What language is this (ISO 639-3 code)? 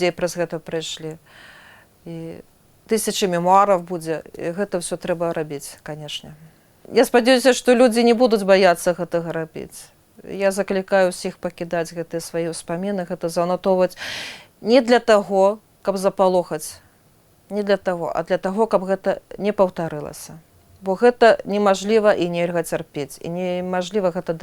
bel